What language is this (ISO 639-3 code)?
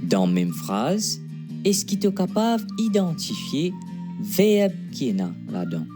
mfe